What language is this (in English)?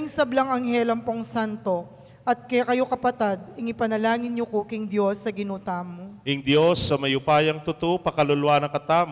Pampanga